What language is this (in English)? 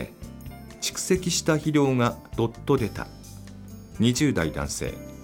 Japanese